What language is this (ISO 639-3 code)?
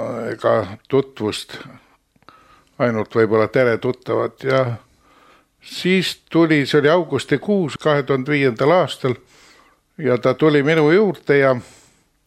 est